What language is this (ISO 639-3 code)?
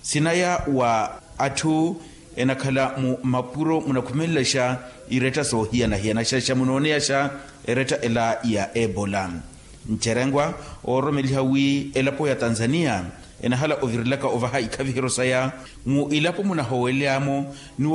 vmw